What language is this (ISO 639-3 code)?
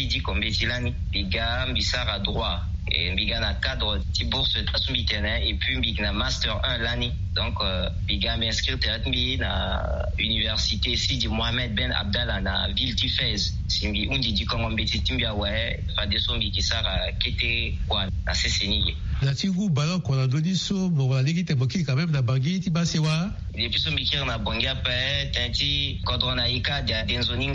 sag